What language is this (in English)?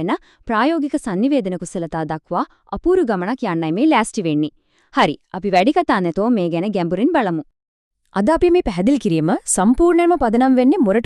Sinhala